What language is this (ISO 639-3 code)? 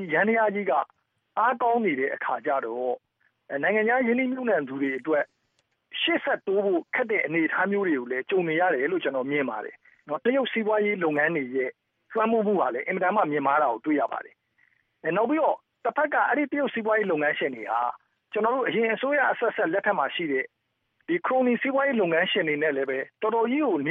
mya